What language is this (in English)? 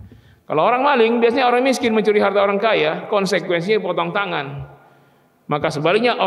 Indonesian